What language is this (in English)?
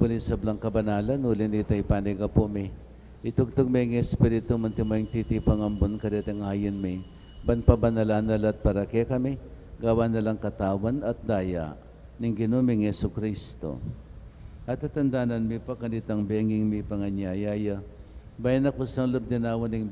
Pampanga